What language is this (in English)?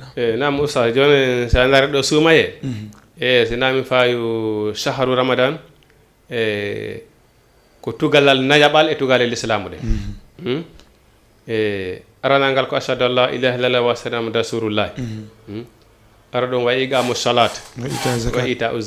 Fula